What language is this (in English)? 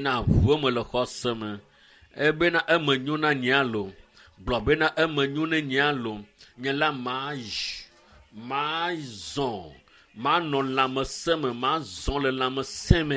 Ewe